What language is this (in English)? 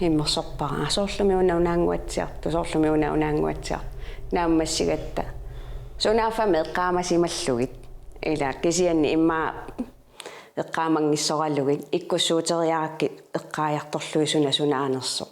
Kalaallisut